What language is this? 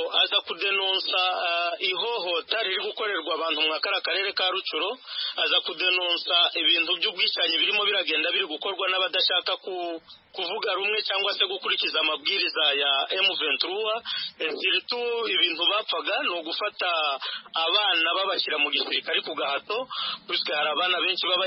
Kinyarwanda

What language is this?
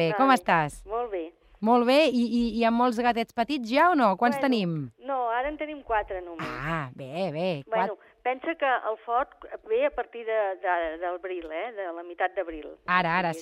Catalan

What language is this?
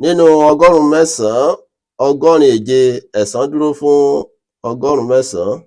Yoruba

